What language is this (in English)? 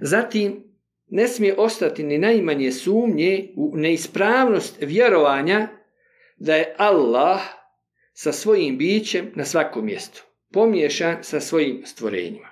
Bosnian